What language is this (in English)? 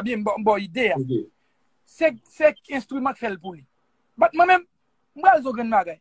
Haitian Creole